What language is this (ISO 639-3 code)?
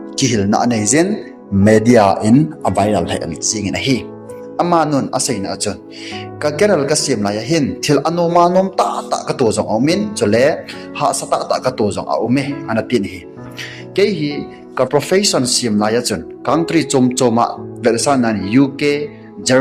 tcz